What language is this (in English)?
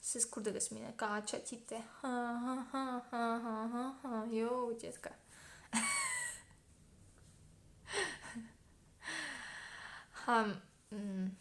Tatar